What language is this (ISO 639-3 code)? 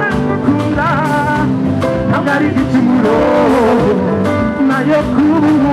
run